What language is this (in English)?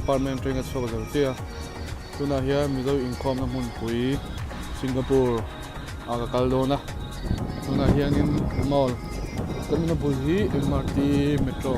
Mizo